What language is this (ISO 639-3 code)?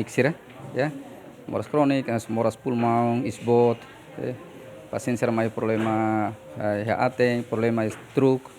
tet